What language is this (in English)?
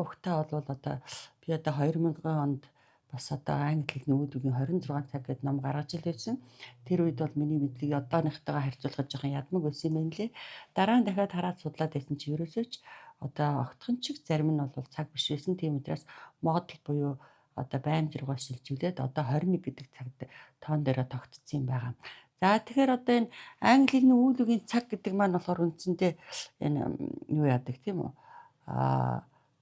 Mongolian